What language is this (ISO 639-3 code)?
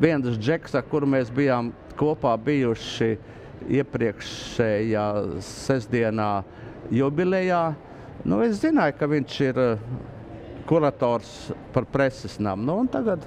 lav